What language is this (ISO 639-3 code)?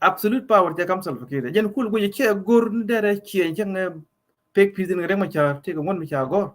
nus